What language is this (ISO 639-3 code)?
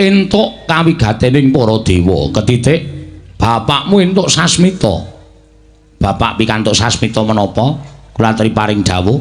jav